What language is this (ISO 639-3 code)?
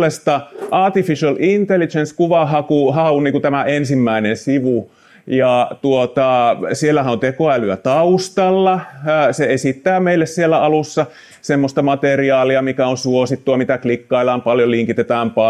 fin